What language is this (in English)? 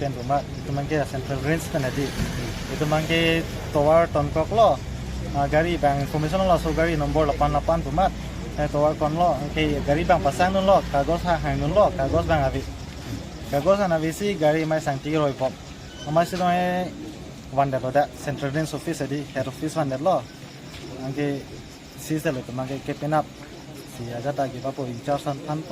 Karbi